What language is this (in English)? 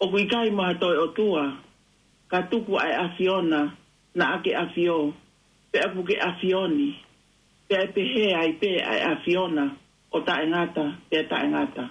Tongan